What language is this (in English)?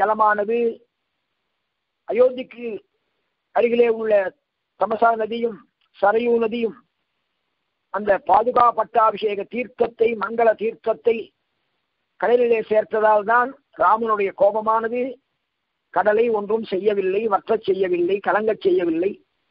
Tamil